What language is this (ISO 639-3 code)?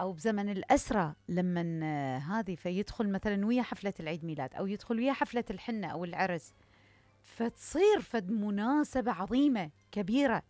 acm